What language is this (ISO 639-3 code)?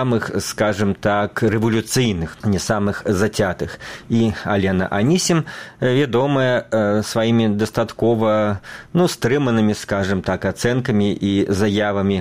bel